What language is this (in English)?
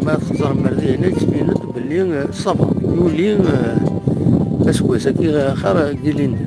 Kabyle